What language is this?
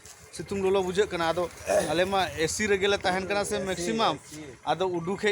Santali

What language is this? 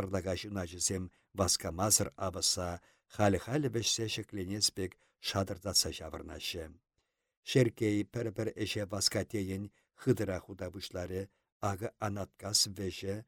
Chuvash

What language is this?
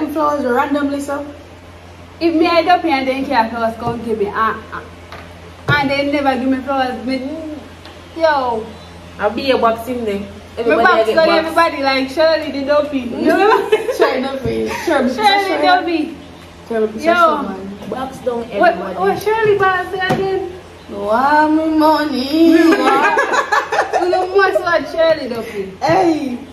Jamaican Creole English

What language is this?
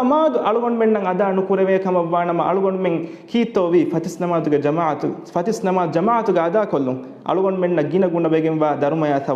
Divehi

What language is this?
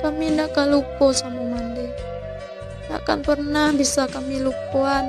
Minangkabau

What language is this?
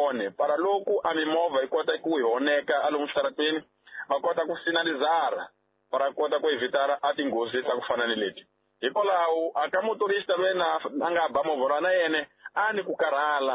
Tsonga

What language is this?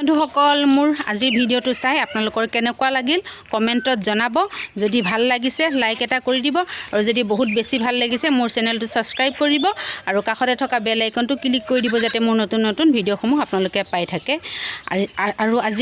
Assamese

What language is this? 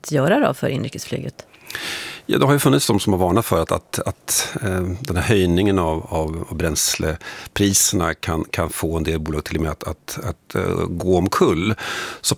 Swedish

